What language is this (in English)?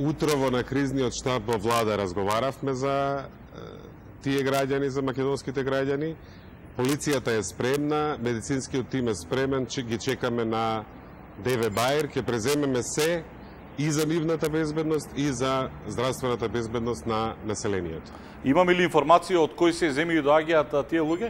Macedonian